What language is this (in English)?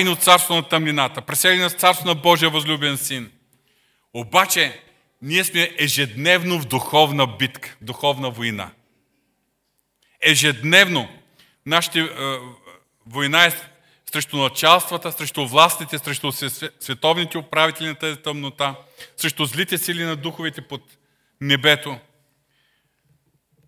Bulgarian